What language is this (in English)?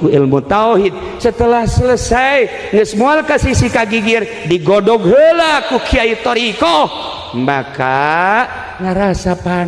Sundanese